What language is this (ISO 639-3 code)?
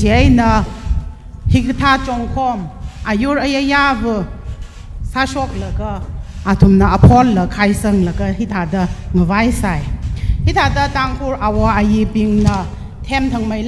nmf